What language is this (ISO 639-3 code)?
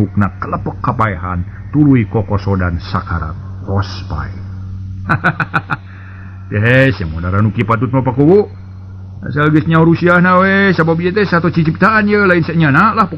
sun